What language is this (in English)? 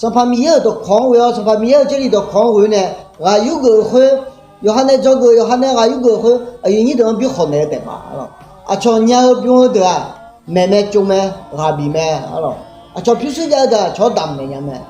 Akha